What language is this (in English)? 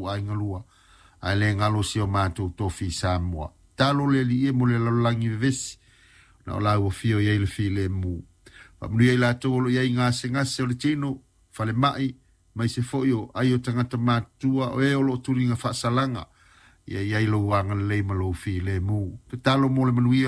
Samoan